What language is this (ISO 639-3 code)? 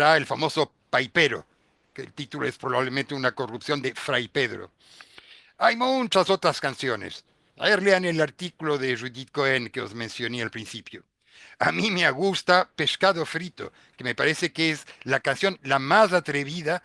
lad